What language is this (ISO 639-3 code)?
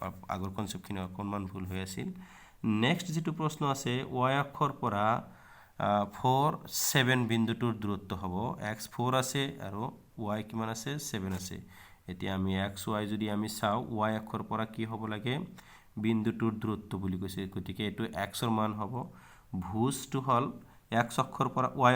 asm